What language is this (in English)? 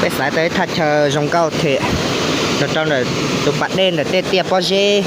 Hmong